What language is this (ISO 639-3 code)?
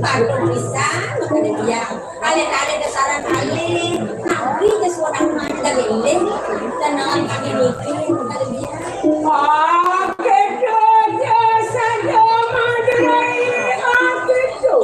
ban